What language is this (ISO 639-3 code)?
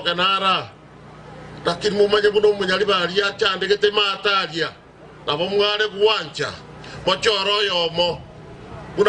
guz